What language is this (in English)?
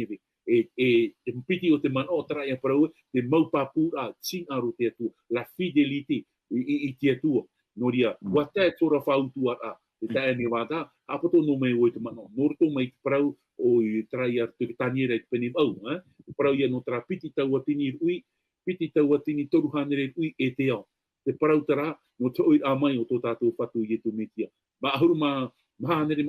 Tahitian